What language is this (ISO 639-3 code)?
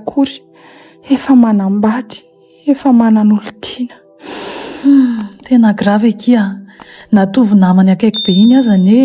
mlg